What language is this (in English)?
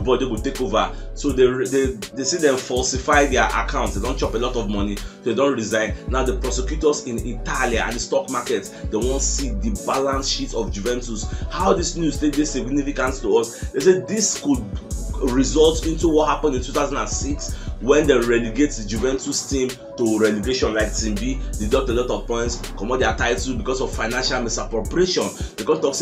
Nigerian Pidgin